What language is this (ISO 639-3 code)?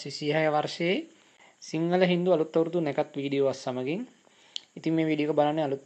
sin